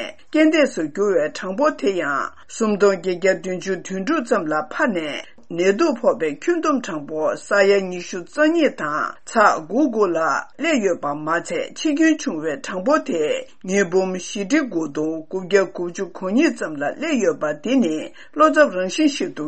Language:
Tibetan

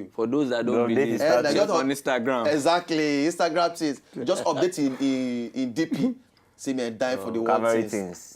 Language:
Nigerian Pidgin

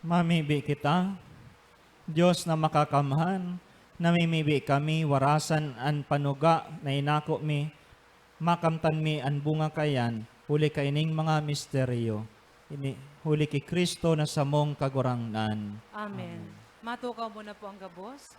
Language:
Bikol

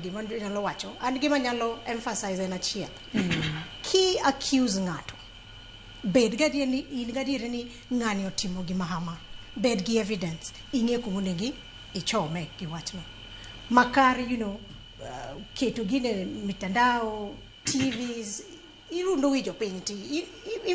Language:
Luo (Kenya and Tanzania)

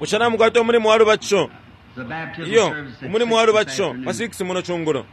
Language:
Bemba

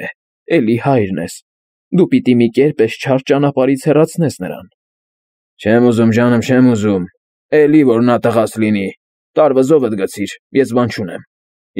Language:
Armenian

